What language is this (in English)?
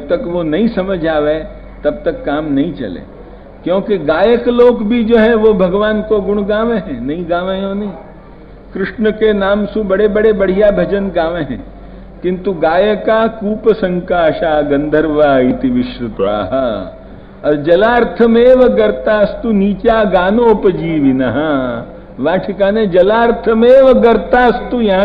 Braj